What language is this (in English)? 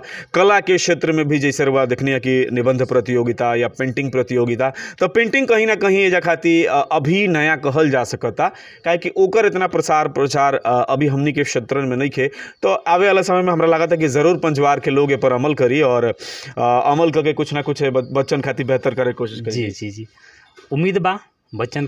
Bhojpuri